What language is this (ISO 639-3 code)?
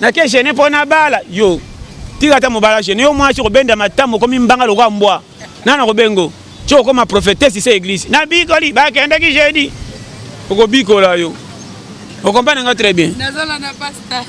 lin